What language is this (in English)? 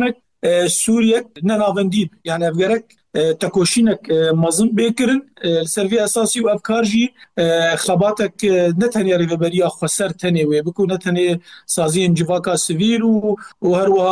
Kurdish